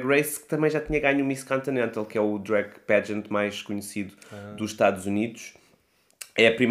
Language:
Portuguese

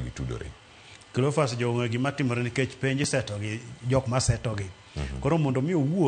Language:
Luo (Kenya and Tanzania)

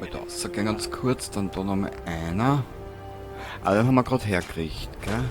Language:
Bavarian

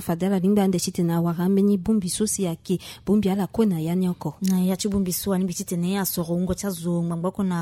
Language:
Sango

